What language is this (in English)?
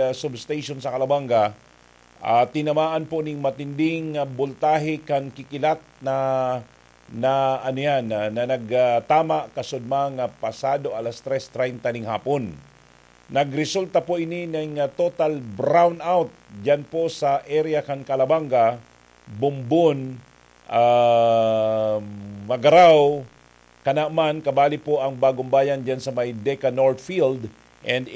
Bikol